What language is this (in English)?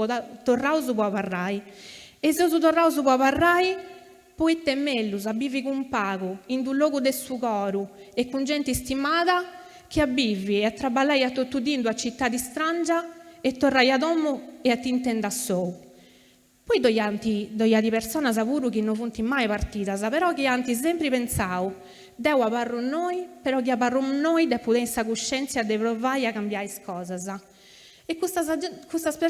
Sardinian